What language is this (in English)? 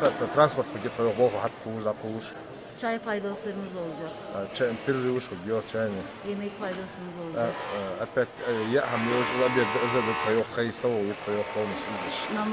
Ingush